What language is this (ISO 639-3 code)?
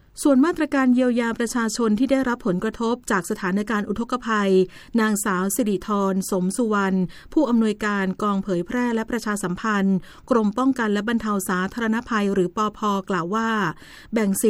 tha